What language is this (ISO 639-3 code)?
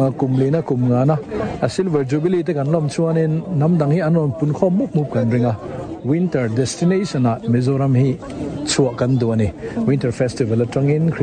lus